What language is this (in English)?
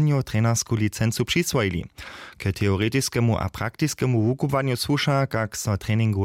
Upper Sorbian